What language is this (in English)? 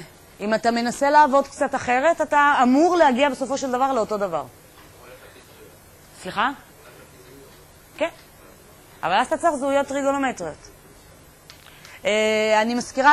Hebrew